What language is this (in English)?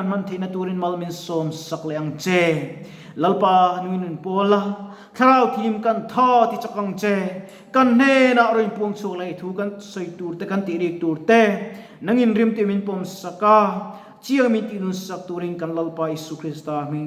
Mizo